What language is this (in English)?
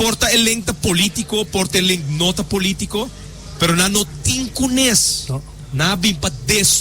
Papiamento